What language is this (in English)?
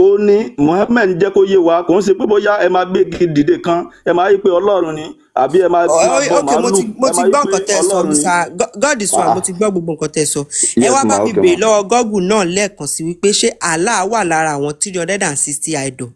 Yoruba